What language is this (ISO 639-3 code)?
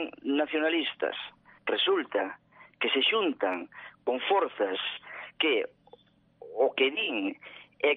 glg